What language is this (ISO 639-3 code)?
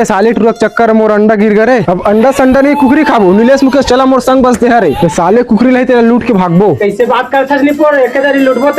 hne